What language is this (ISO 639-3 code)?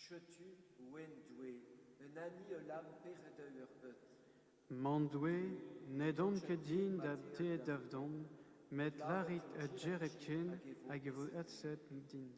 bre